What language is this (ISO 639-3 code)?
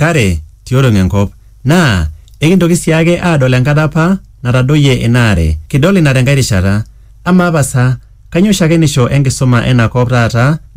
mas